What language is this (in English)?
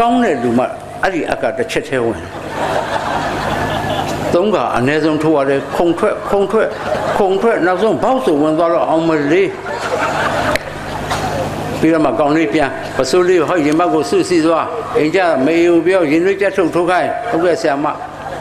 Burmese